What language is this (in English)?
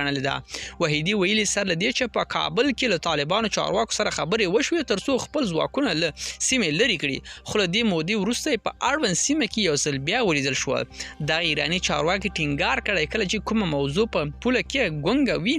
Pashto